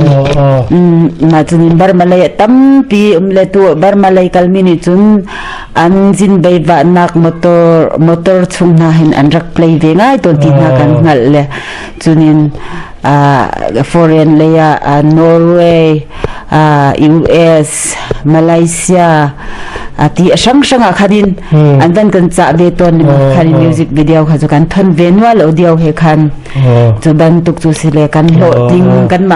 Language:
Hakha Chin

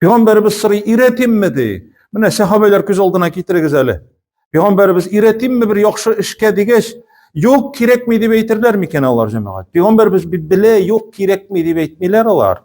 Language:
Tatar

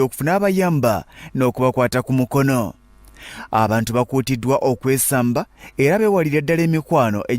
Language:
Ganda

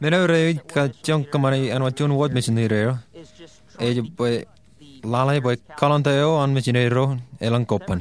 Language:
Marshallese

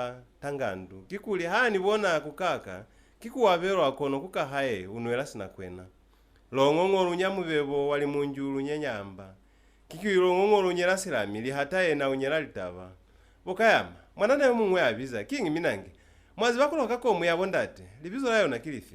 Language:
Lozi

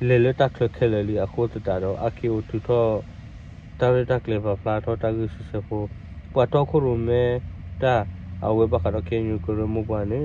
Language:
S'gaw Karen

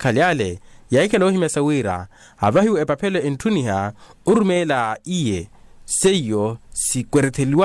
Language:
Makhuwa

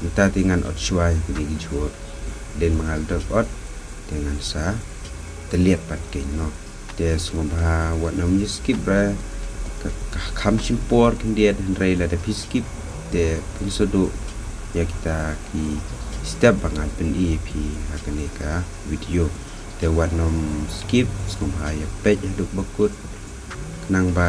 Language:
Khasi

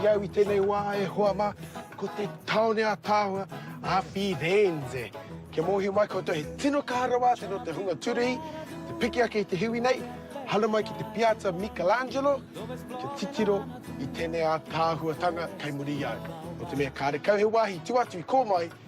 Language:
Māori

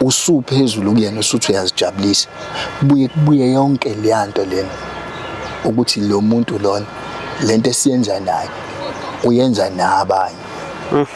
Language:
Zulu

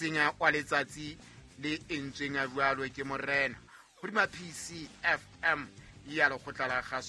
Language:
Southern Sotho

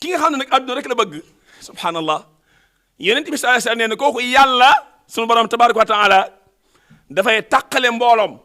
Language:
Wolof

